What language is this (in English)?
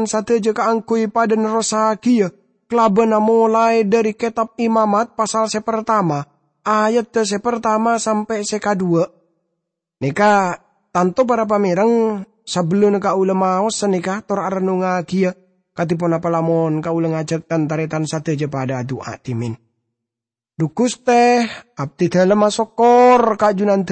Madurese